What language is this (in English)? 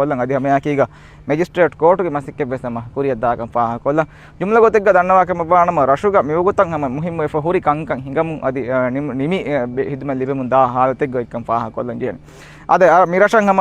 Divehi